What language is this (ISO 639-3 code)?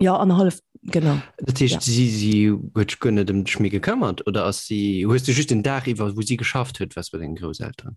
ltz